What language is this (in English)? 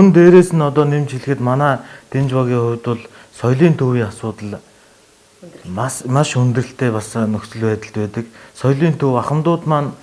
Mongolian